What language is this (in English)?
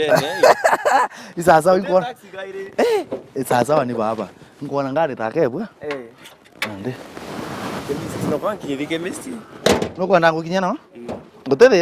Meru